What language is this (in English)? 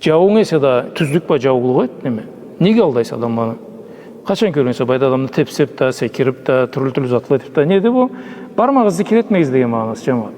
Karachay-Balkar